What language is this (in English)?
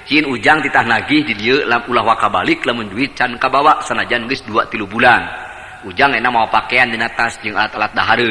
Sundanese